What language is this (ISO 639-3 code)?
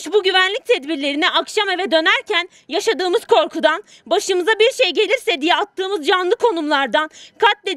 tur